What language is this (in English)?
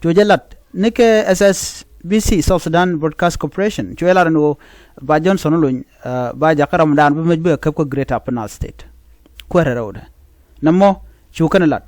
Nuer